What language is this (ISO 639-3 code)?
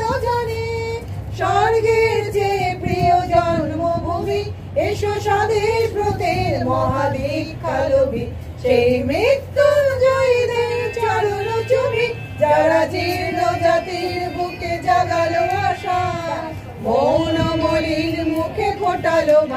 ben